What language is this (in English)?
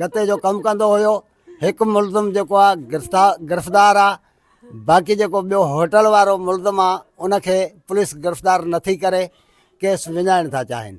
Sindhi